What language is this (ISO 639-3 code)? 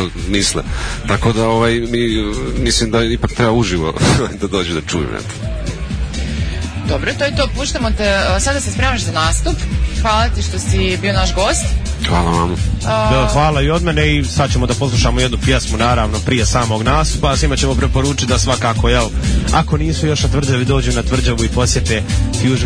srp